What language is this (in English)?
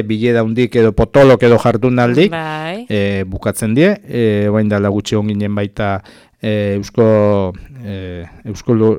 Basque